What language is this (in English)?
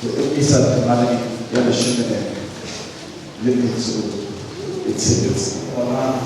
Southern Sotho